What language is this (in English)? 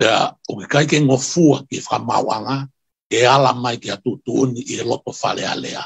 Tongan